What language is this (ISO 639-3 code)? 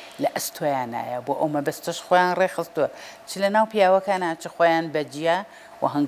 ckb